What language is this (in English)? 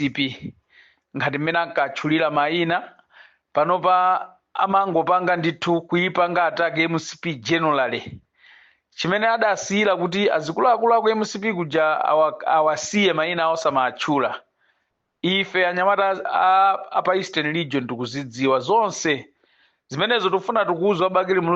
Nyanja